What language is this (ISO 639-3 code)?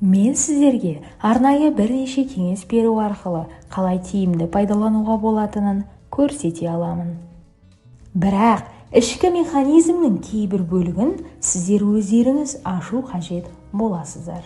kaz